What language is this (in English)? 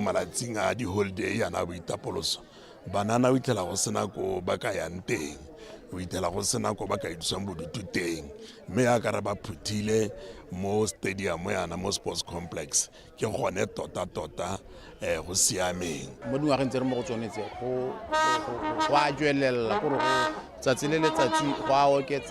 Tswana